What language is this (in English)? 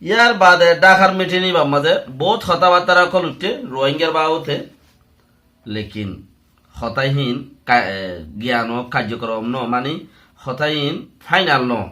Rohingya